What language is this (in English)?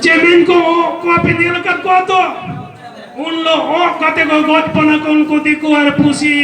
Santali